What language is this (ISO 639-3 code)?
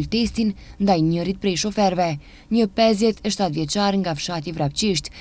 sqi